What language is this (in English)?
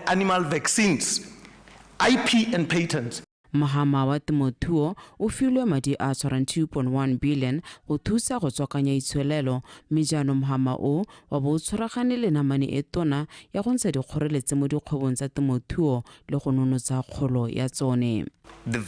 Tswana